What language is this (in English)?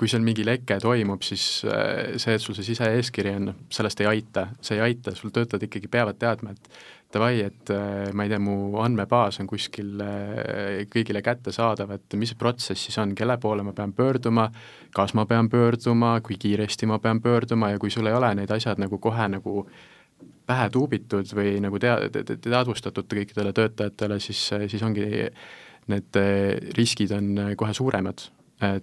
Estonian